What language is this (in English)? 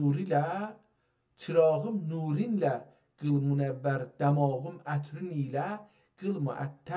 South Azerbaijani